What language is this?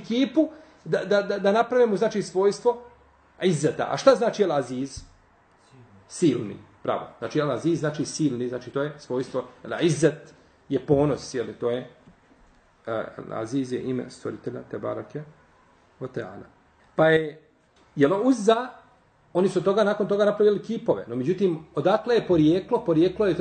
Bosnian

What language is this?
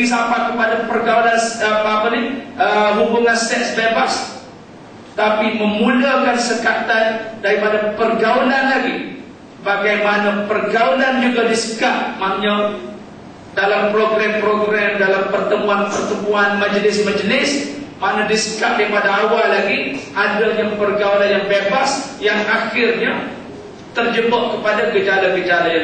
Malay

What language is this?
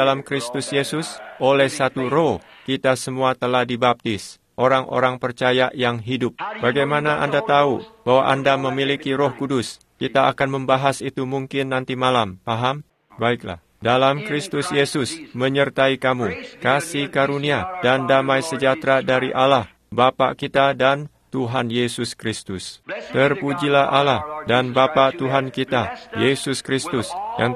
Indonesian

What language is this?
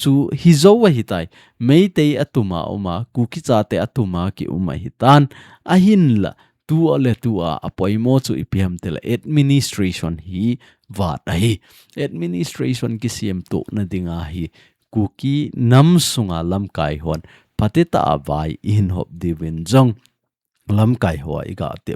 Thado Chin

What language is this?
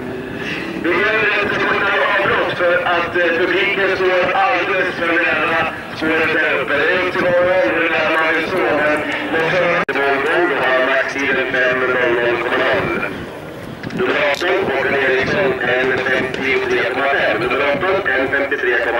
Swedish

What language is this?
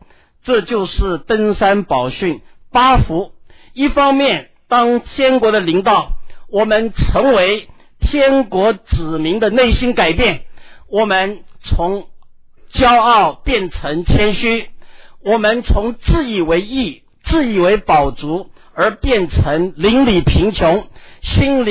Chinese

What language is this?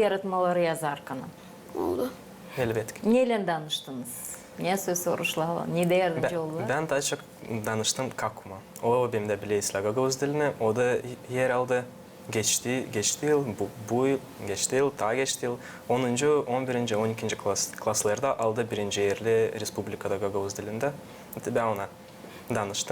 Gagauz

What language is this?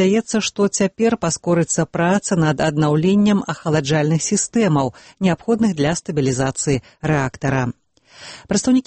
Belarusian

